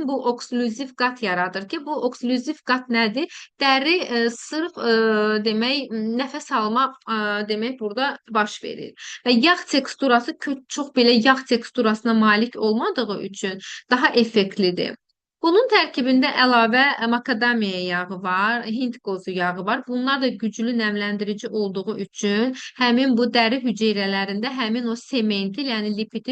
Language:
Azerbaijani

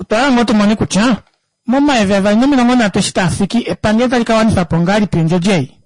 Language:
Kuanyama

